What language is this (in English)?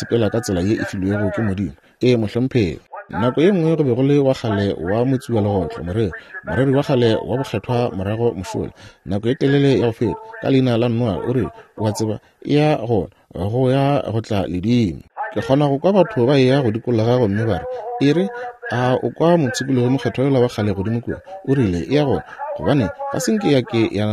Northern Sotho